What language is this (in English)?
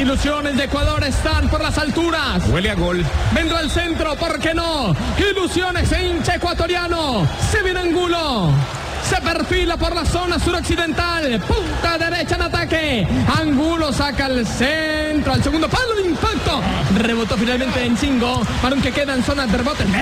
Spanish